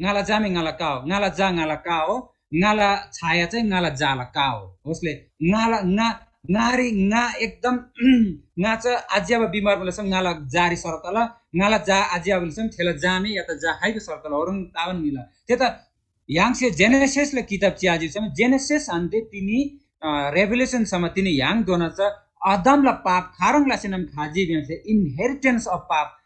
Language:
Eastern Tamang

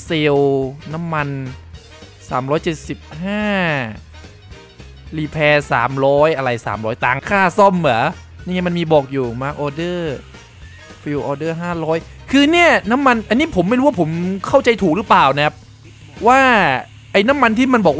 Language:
Thai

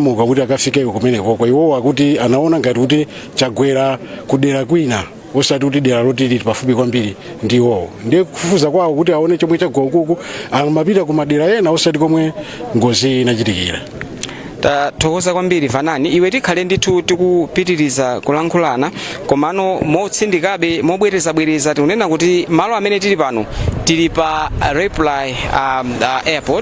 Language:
Nyanja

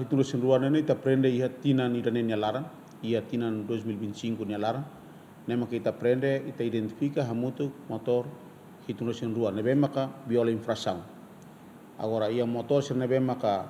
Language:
Tetum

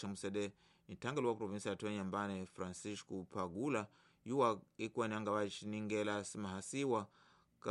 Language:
Tsonga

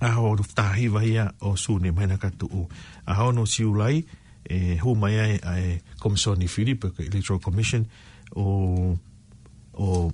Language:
Tongan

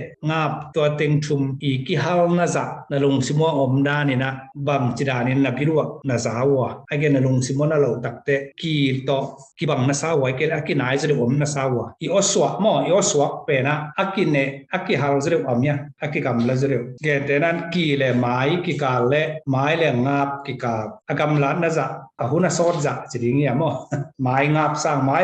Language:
Tedim Chin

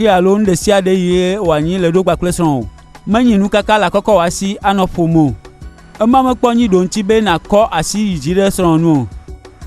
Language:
Gen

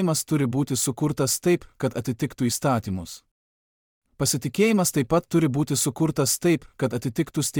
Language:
Lithuanian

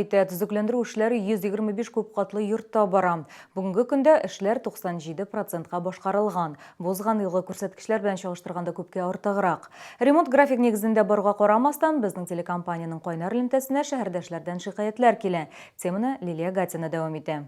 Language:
Tatar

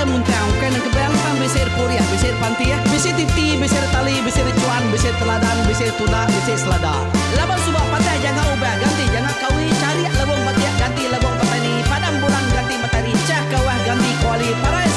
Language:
Iban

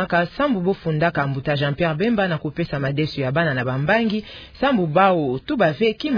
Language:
Kituba (Democratic Republic of Congo)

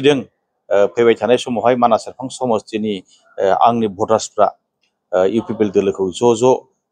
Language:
Bodo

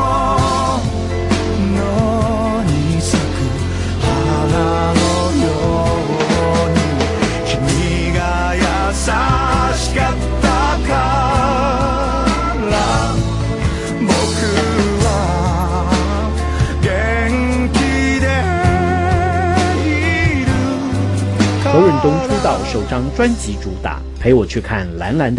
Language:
Chinese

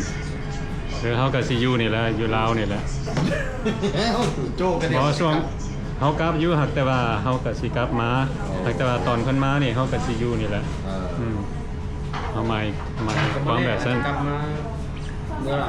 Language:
Lao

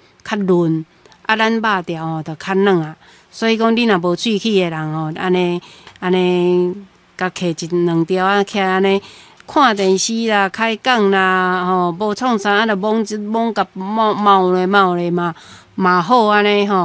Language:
Min Nan Chinese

